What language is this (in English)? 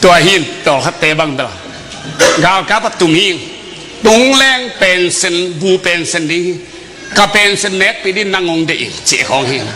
Tedim Chin